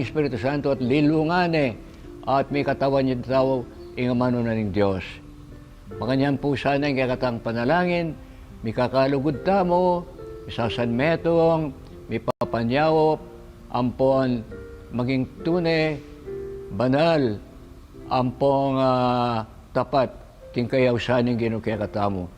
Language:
Pampanga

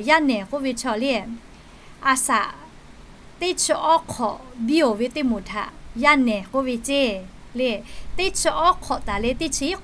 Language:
Lahu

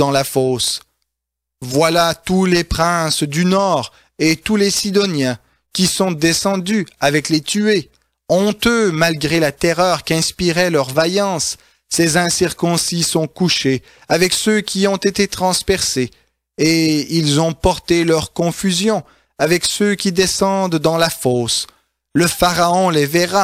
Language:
French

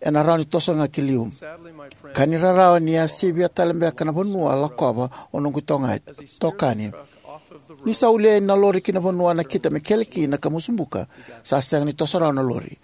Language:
Fijian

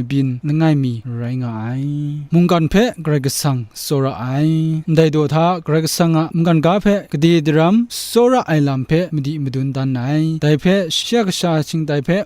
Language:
Kachin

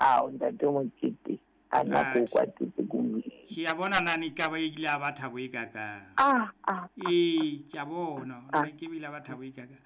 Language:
Southern Sotho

